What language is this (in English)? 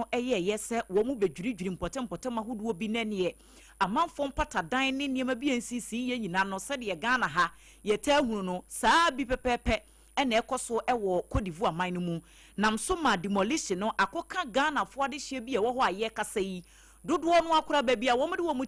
Akan